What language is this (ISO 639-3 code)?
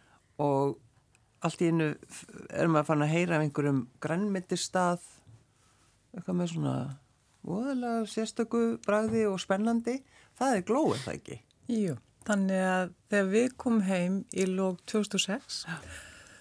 isl